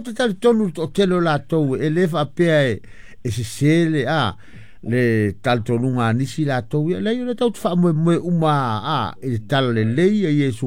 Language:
Samoan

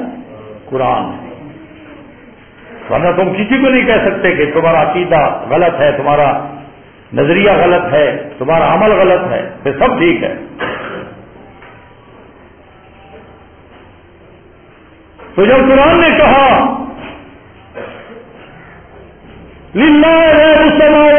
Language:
Urdu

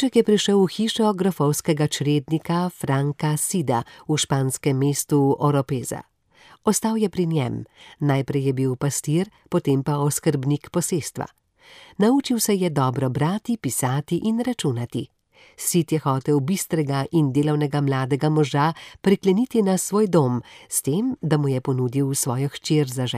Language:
Slovenian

